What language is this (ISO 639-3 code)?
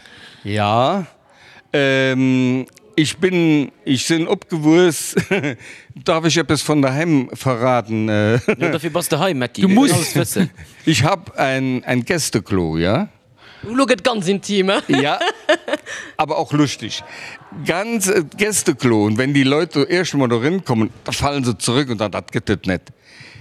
ltz